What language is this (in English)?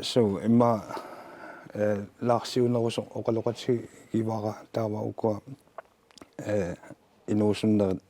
Kalaallisut